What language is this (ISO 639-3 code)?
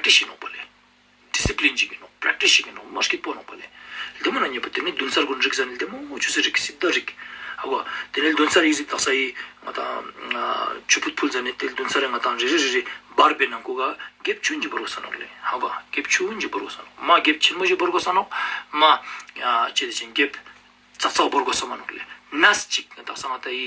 lbj